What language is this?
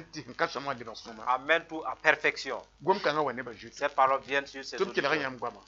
Mossi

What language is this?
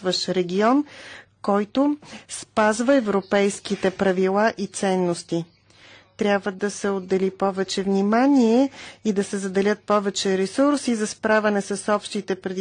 Bulgarian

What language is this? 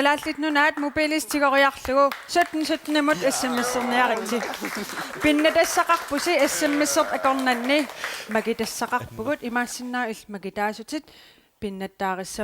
Kalaallisut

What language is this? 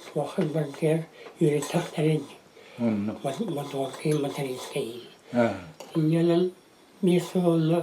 Yakut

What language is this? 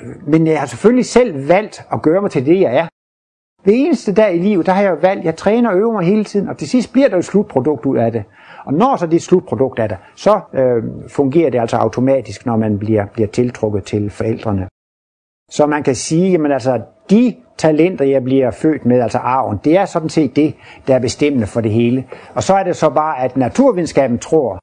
Danish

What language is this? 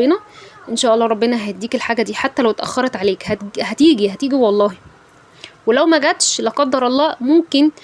Egyptian Arabic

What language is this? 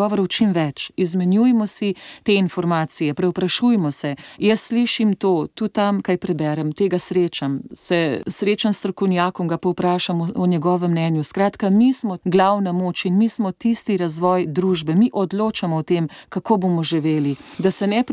Slovenian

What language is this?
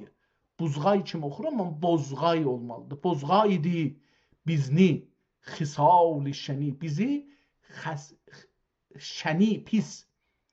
South Azerbaijani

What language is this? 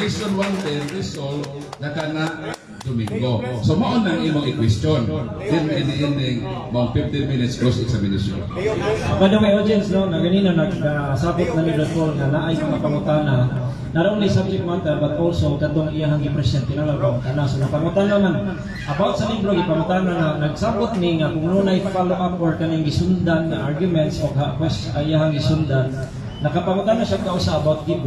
Cebuano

